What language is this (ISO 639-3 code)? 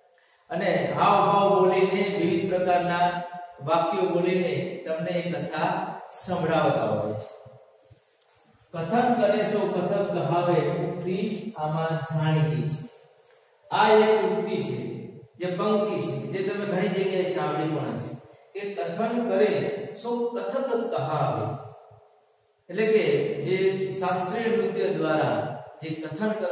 guj